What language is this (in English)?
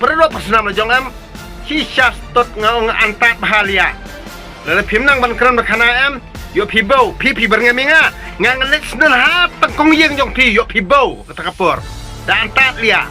Khasi